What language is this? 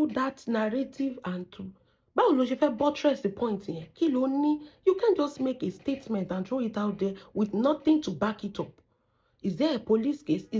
Yoruba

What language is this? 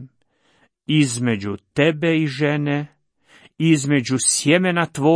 Croatian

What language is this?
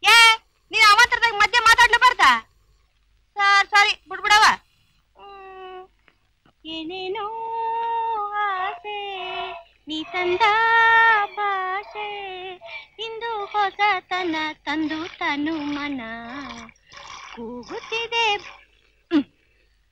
Kannada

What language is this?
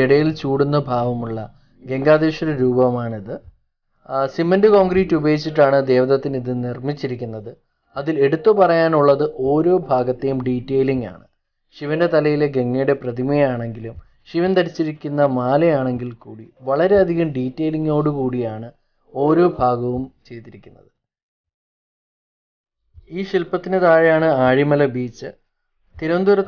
Malayalam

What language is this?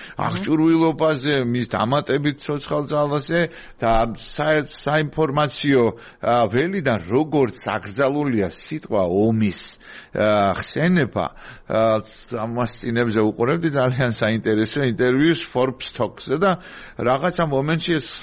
Georgian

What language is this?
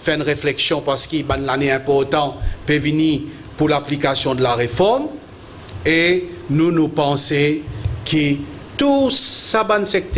Morisyen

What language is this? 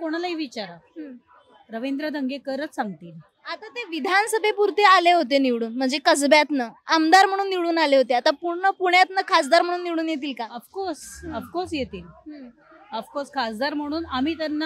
Marathi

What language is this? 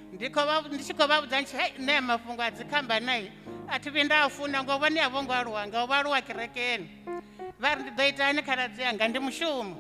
Venda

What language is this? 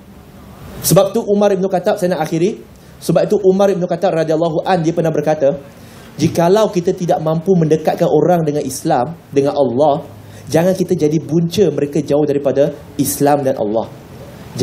Malay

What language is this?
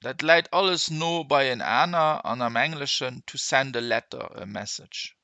Luxembourgish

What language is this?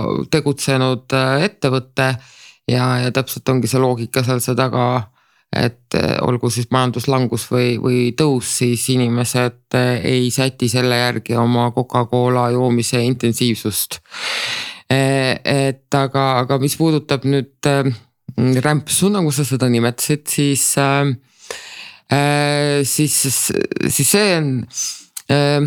Estonian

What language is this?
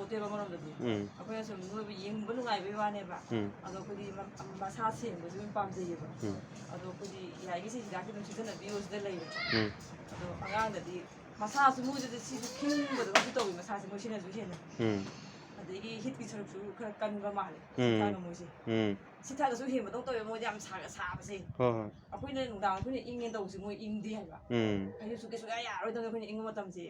Manipuri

